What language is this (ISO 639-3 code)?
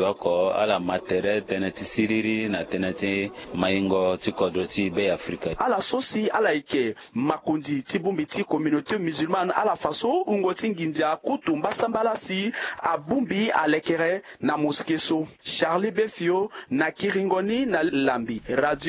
sag